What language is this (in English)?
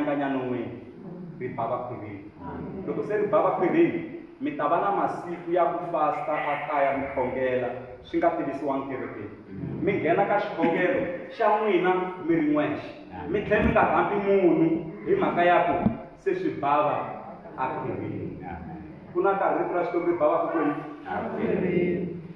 Tsonga